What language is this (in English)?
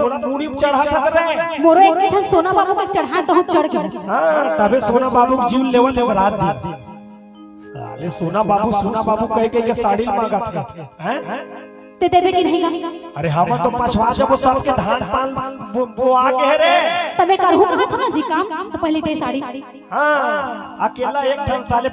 Chhattisgarhi